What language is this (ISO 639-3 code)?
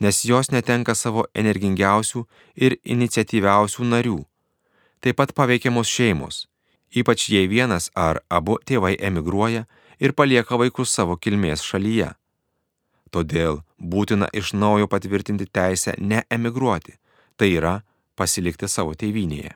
lit